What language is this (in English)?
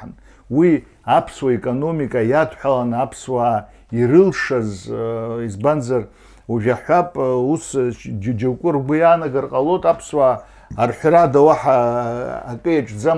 Abkhazian